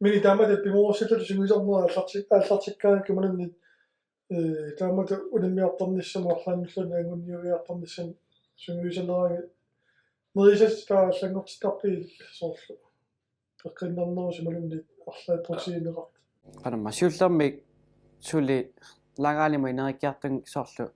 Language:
Kalaallisut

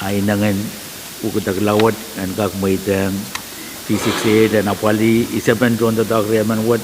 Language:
Pohnpeian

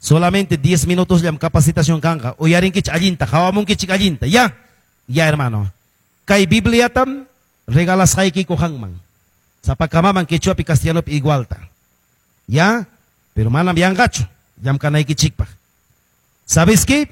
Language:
Ayacucho Quechua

